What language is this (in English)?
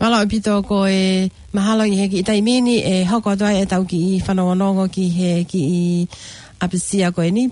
Tongan